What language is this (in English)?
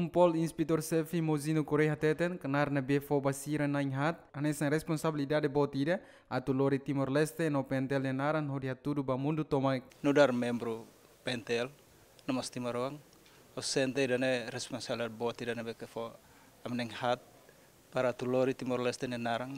Tetum